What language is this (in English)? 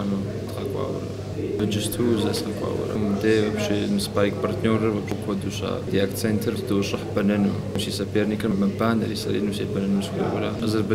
Kabardian